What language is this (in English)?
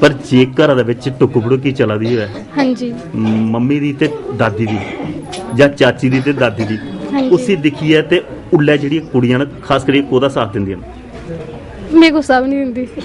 Dogri